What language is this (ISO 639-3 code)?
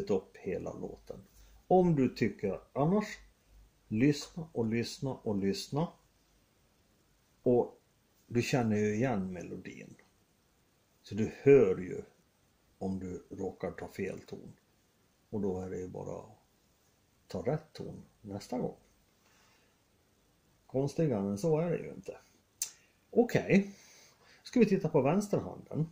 swe